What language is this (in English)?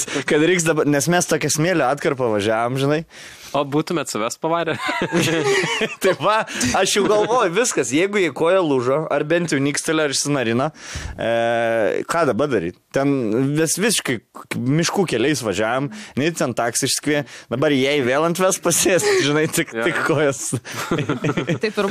Lithuanian